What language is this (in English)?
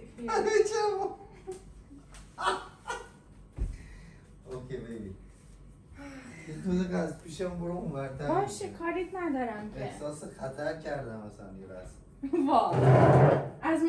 Persian